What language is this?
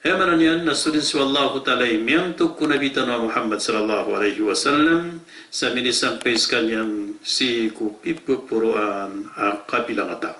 Maranao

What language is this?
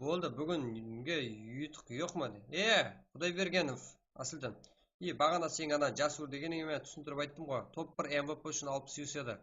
Kara-Kalpak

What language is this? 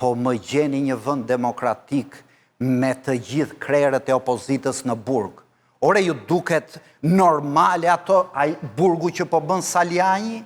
Albanian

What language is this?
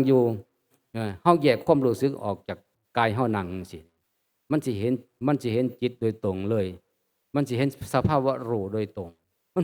Northeastern Thai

